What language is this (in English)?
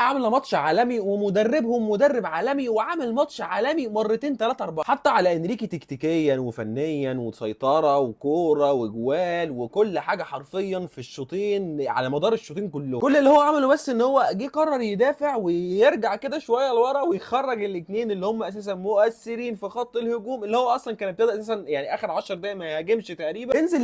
Egyptian Arabic